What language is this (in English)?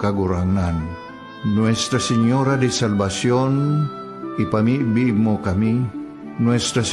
Bikol